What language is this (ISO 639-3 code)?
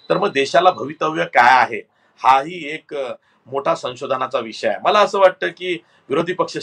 mar